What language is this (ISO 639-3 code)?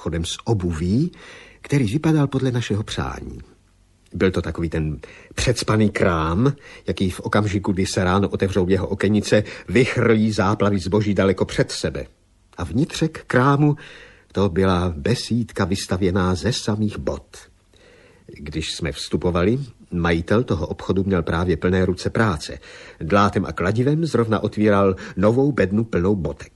ces